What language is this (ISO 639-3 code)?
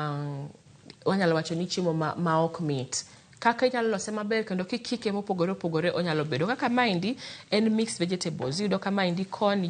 luo